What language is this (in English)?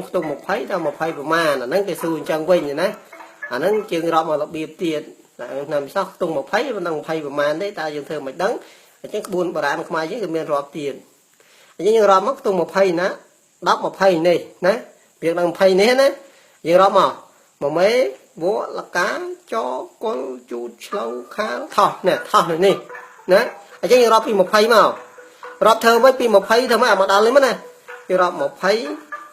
Khmer